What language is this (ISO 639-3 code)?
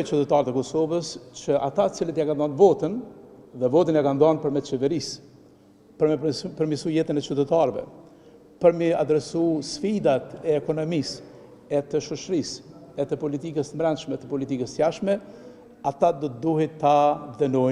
sqi